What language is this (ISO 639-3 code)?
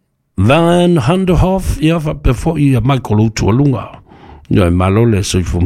smo